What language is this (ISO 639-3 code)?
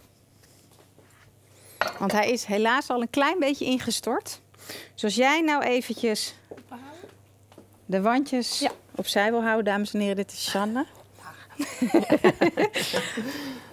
nld